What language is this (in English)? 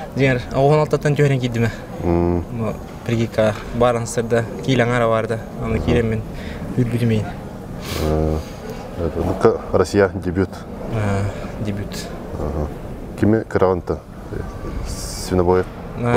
Yakut